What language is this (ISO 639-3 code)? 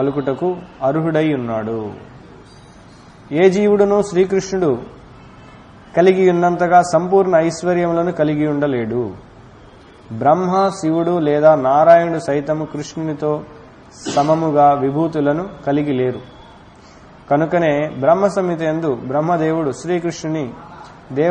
tel